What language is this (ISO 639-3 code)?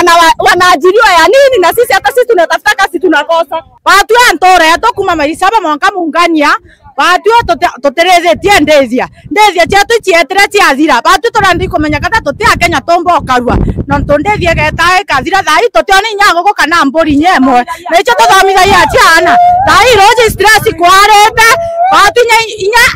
mer